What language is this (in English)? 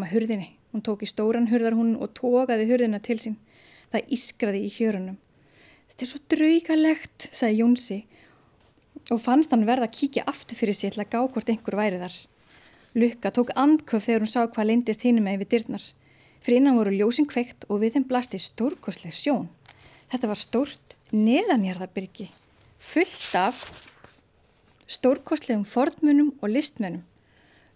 Icelandic